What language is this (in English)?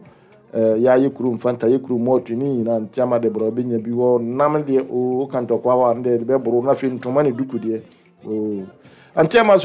Akan